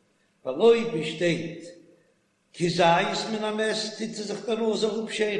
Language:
Yiddish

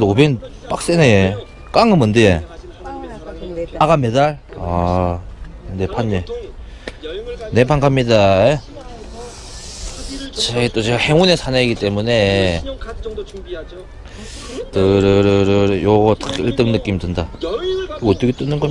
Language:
Korean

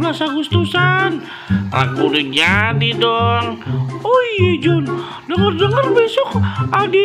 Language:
Betawi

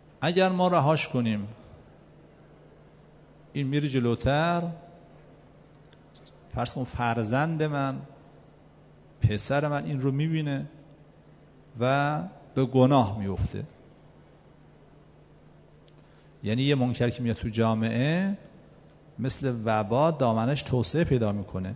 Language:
Persian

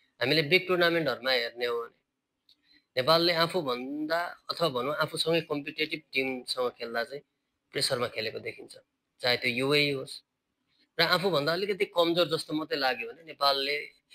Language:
Nepali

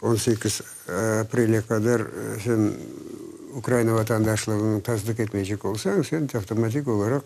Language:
Crimean Tatar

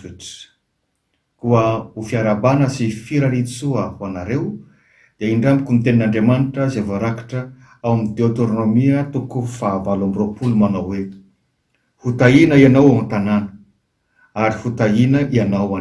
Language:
Malagasy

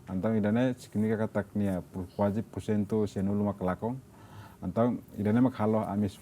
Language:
Tetum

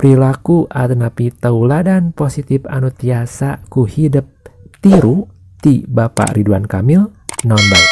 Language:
Sundanese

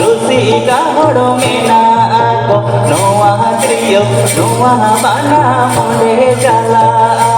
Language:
Santali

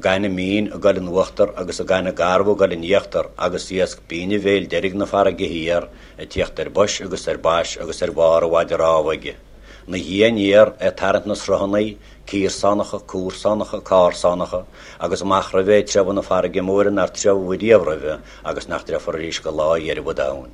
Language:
Irish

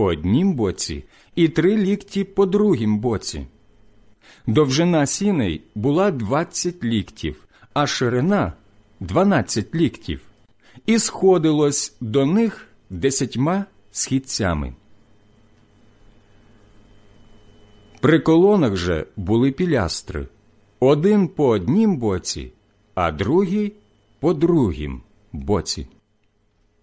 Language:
Ukrainian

